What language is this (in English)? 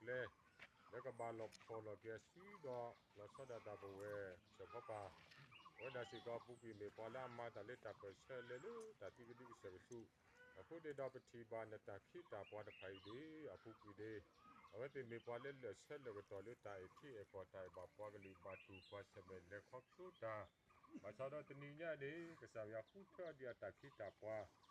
S'gaw Karen